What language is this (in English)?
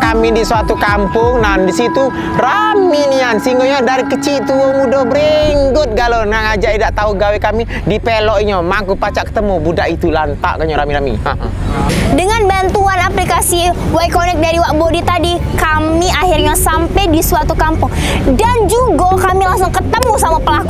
Musi